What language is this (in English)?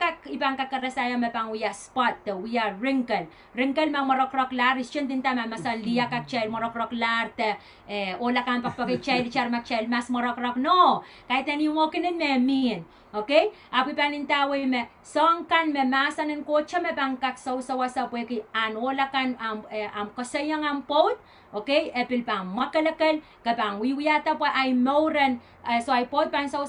Pohnpeian